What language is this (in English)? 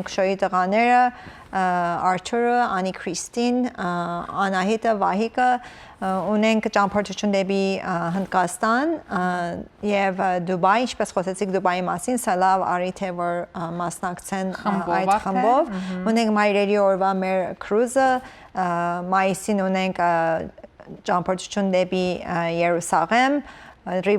Western Armenian